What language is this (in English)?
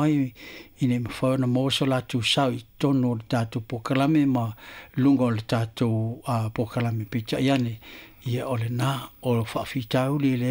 Samoan